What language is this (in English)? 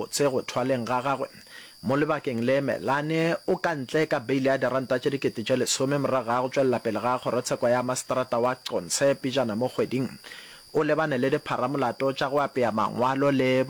Northern Sotho